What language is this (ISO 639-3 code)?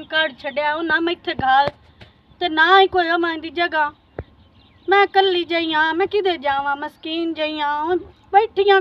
pan